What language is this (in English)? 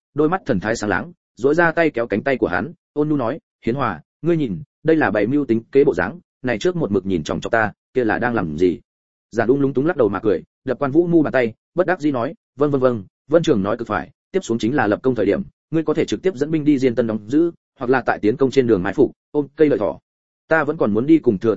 Vietnamese